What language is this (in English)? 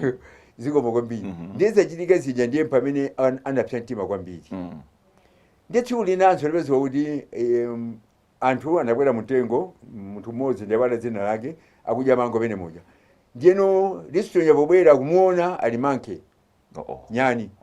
Nyanja